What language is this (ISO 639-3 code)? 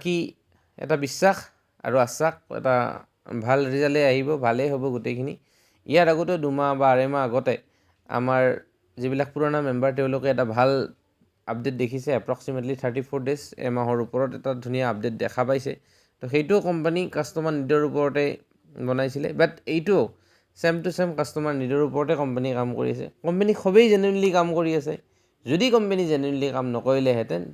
asm